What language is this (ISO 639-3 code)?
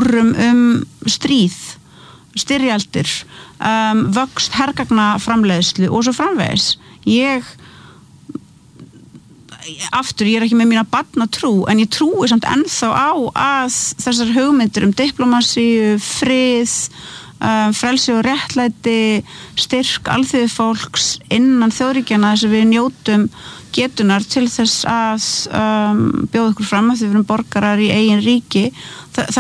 isl